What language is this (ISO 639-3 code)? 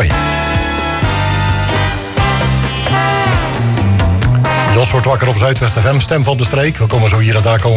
nld